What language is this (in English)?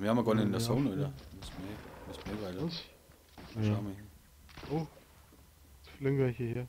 Bavarian